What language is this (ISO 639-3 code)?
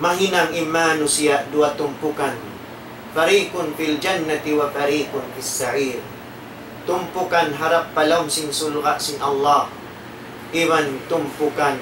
tsg